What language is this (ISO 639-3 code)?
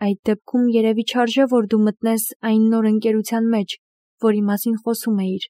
hye